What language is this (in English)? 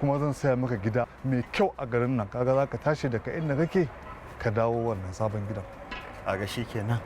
Hausa